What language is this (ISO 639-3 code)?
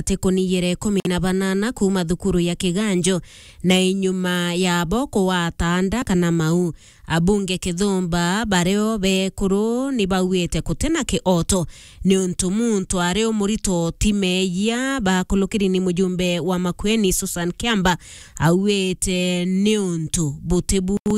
mer